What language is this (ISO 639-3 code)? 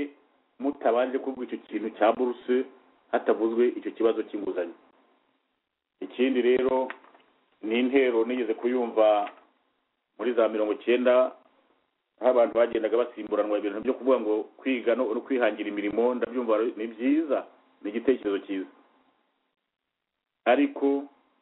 kin